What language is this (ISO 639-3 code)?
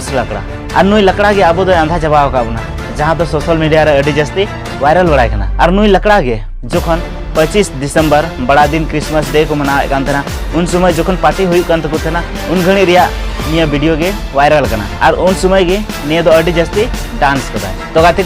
sat